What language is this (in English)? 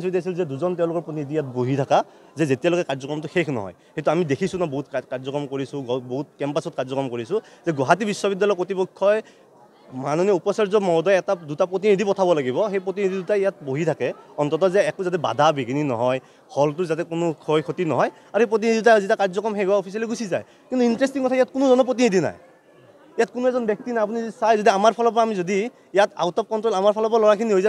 Assamese